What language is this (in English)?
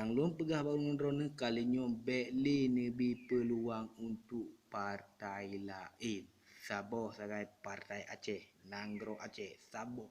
Achinese